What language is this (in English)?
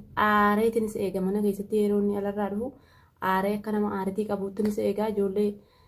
Oromo